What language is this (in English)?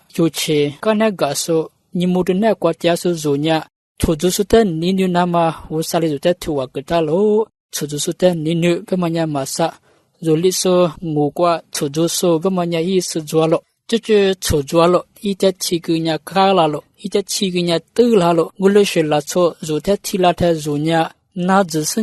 Lisu